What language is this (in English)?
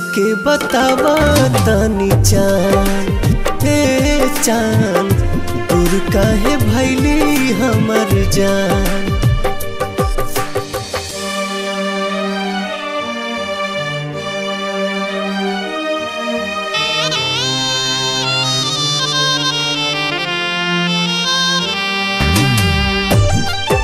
Bhojpuri